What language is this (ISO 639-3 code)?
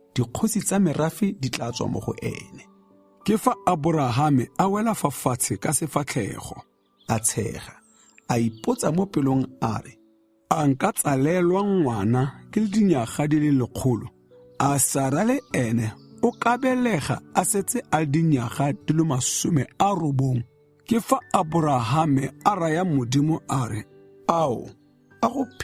tsn